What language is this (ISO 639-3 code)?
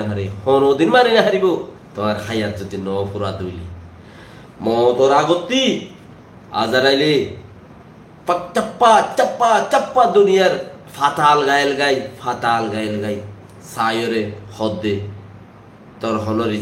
rhg